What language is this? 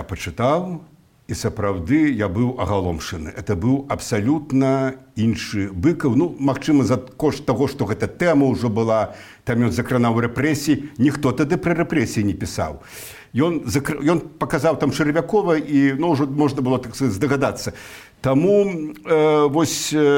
Belarusian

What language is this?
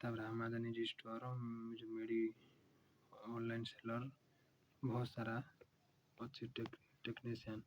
Odia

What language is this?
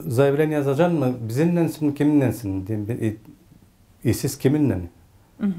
Gagauz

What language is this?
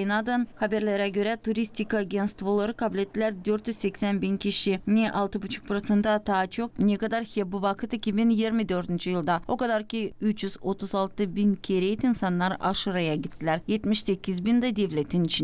Gagauz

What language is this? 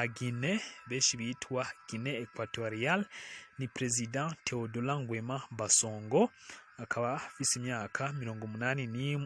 Rundi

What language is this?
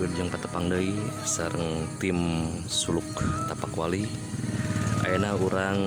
Sundanese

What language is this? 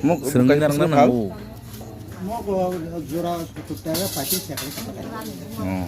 Kok Borok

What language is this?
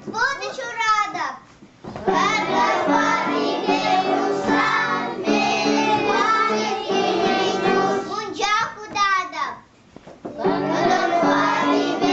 Chuvash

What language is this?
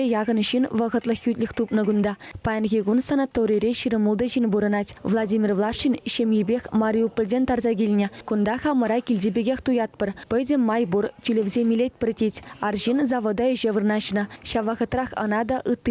Chuvash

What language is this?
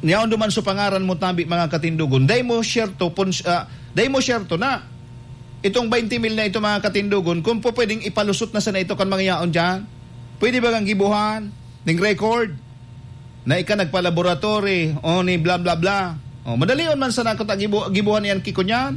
Bikol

